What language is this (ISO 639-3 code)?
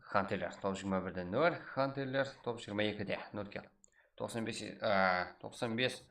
kaa